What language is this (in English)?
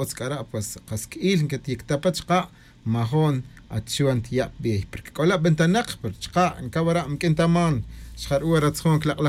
Tz'utujil